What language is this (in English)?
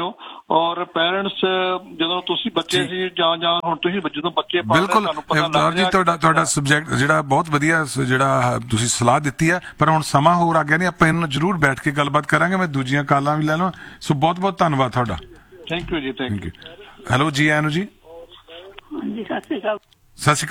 Punjabi